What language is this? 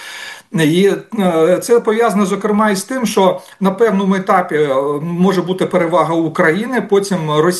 Ukrainian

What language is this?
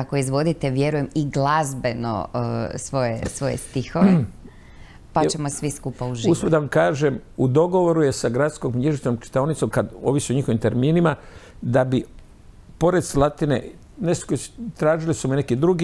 Croatian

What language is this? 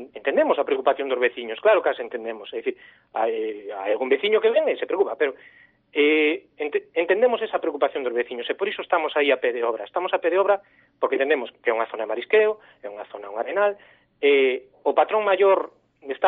Galician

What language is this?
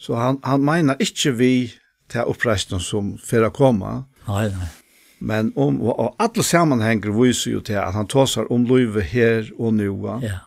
Faroese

